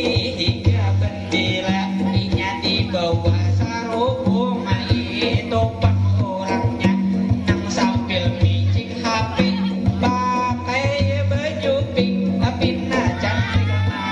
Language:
Banjar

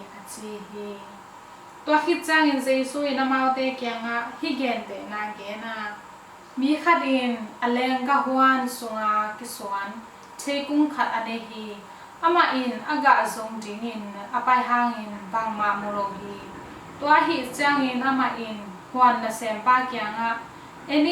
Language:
Tedim Chin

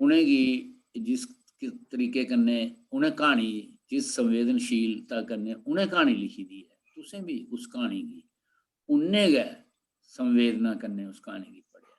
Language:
Dogri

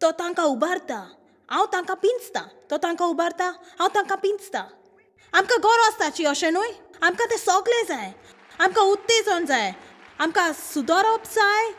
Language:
Konkani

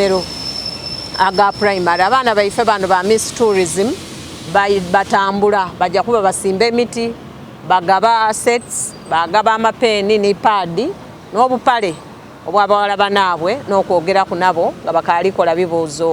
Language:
Soga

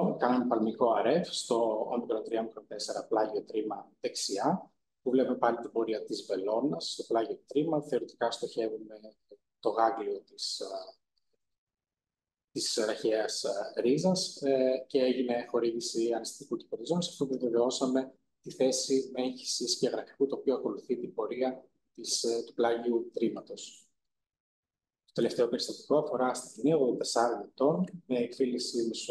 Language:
Greek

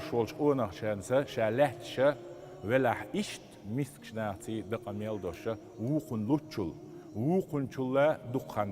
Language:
Chechen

